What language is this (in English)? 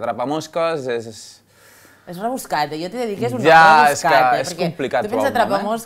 Catalan